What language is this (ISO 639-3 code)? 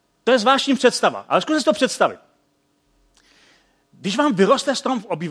ces